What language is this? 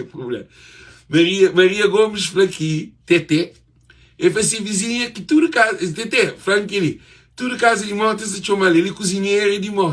Kabuverdianu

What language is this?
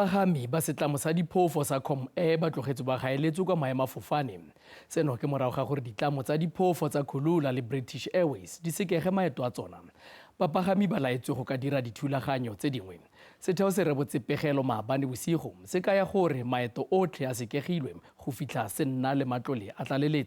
Tswana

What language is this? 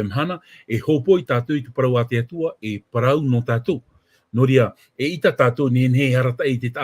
Tahitian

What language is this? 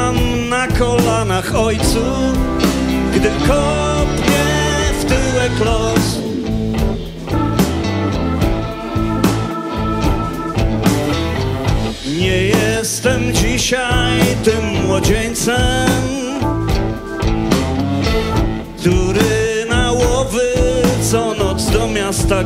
Polish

